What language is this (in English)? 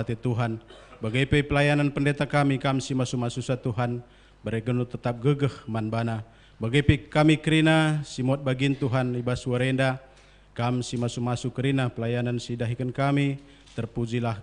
Batak Karo